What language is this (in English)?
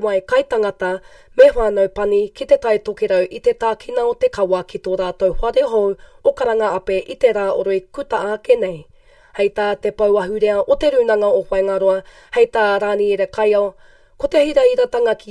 Māori